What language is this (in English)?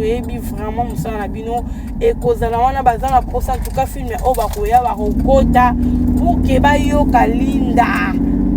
Lingala